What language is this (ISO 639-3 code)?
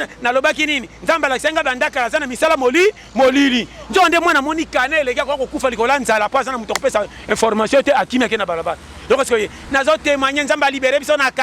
lin